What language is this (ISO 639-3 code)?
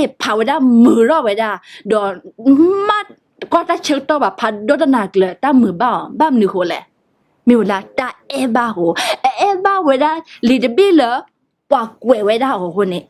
ksw